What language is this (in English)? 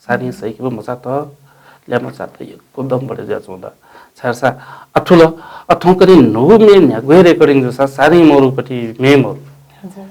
Newari